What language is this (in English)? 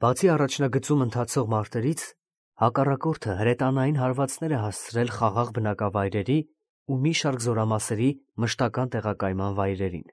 Armenian